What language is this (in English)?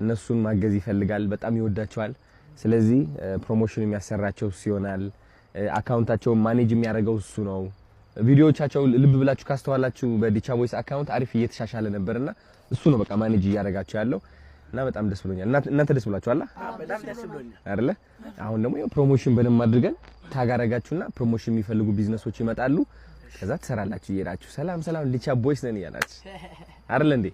Amharic